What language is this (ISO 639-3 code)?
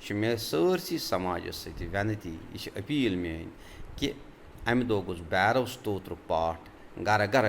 kas